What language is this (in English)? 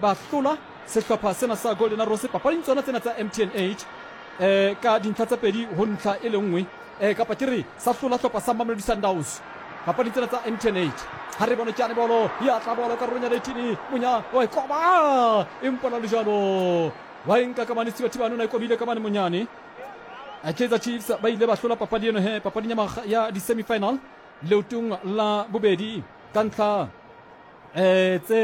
Southern Sotho